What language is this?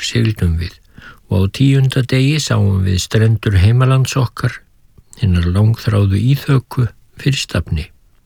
Icelandic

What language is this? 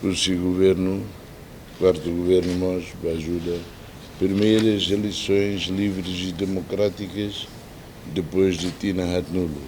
Tetum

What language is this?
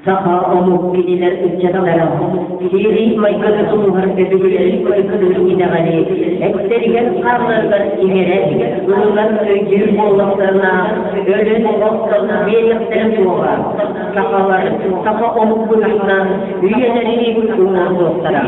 Yakut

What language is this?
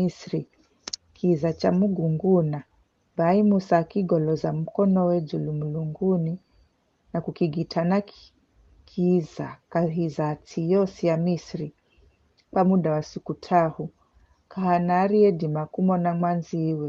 Giryama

